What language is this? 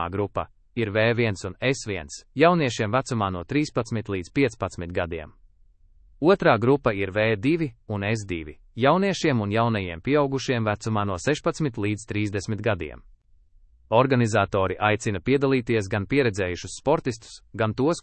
Latvian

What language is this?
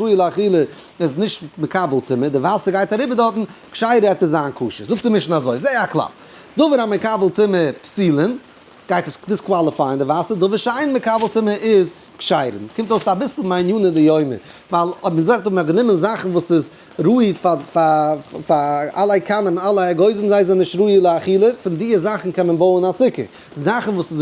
Yiddish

